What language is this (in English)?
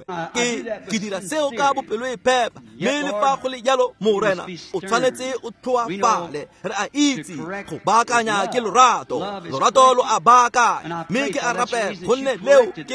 Tswana